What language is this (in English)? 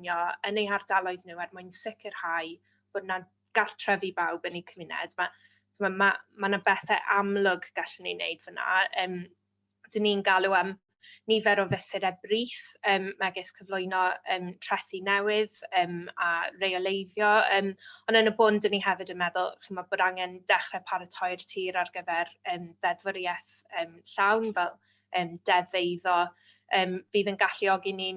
Welsh